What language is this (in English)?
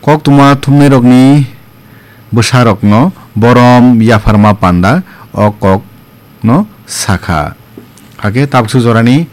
Kok Borok